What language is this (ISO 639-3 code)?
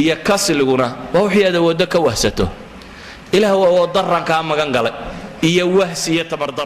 som